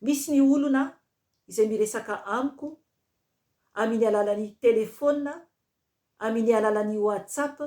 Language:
Malagasy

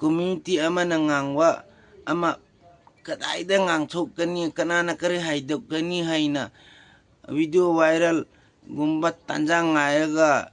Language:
Manipuri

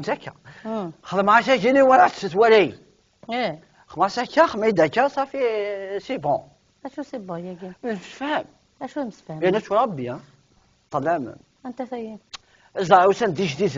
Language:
Kabyle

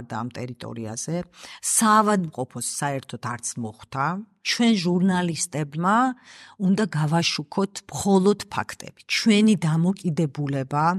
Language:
Georgian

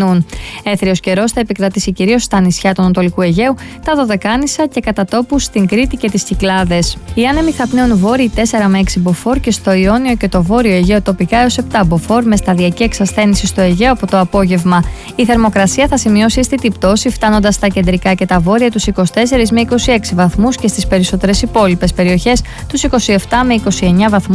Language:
Greek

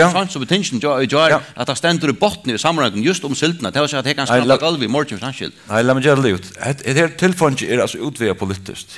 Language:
Faroese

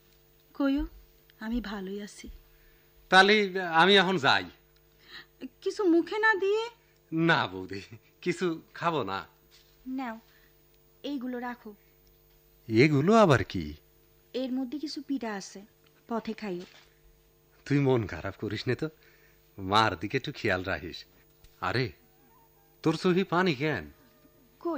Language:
Bangla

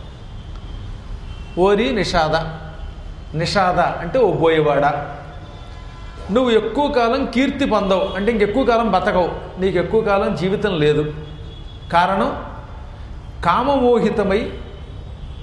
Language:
Telugu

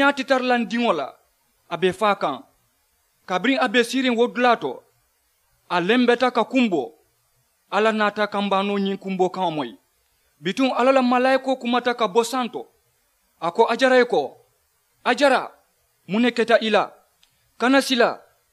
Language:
Mandingo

